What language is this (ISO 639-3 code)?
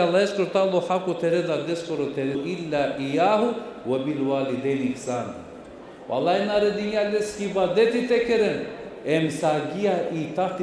rmn